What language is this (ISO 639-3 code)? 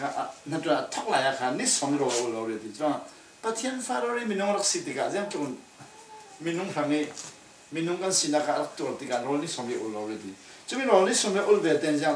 cfm